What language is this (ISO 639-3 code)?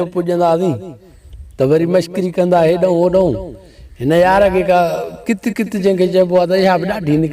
snd